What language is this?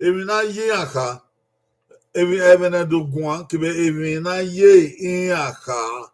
Bini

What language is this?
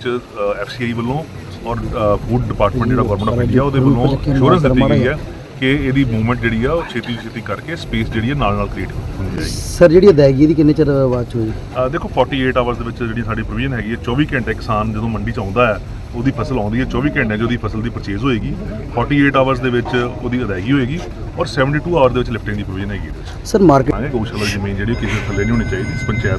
Punjabi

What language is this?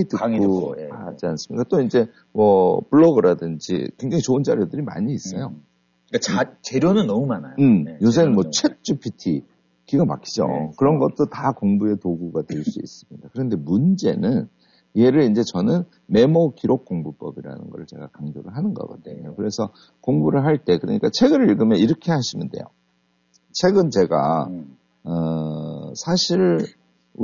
Korean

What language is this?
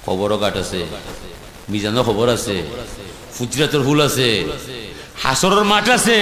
Sylheti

